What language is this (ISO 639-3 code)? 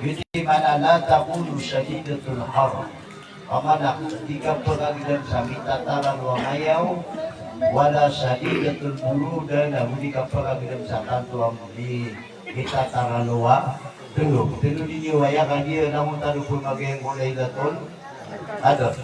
mrw